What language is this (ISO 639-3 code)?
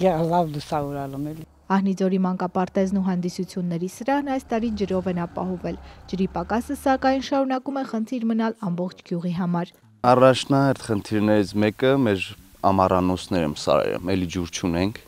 hye